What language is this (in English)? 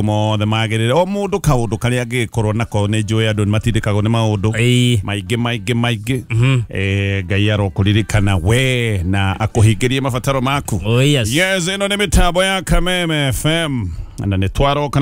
Kikuyu